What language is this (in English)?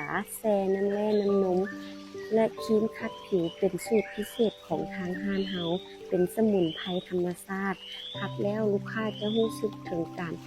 Lao